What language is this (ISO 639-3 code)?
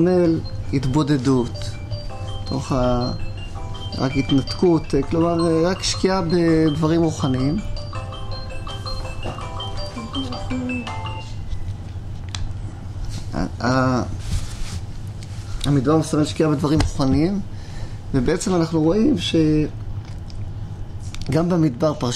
heb